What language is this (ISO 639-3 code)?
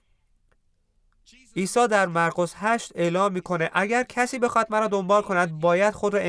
fas